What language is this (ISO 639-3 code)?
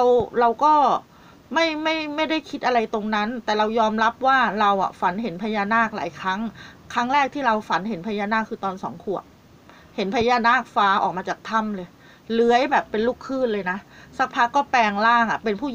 tha